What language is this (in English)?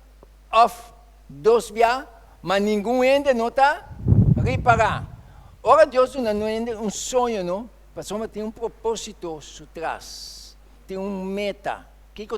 Papiamento